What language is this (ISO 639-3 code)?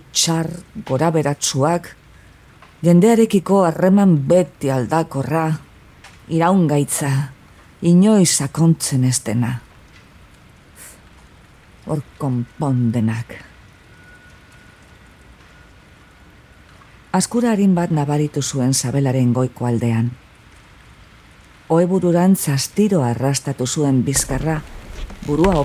eus